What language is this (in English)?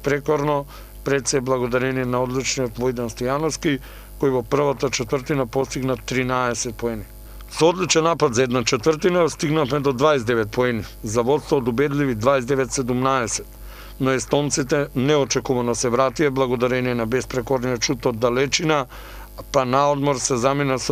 Macedonian